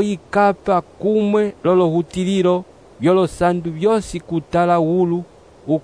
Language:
Umbundu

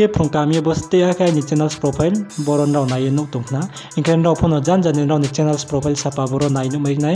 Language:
Riang (India)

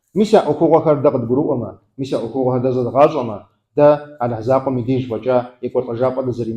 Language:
Kabardian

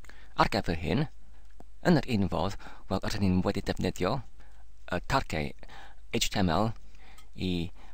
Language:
Welsh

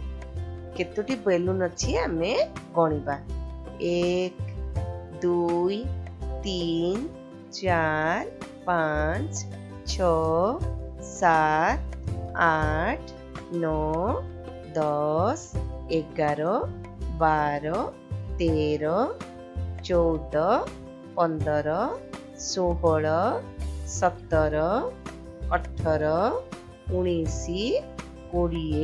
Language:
Odia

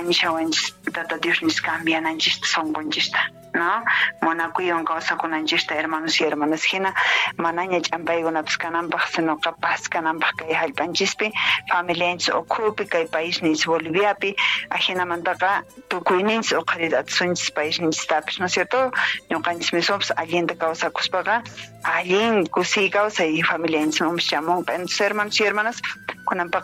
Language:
Quechua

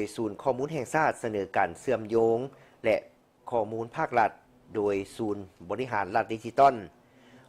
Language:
Lao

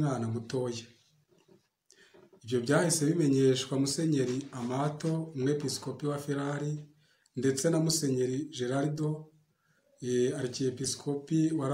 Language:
Kinyarwanda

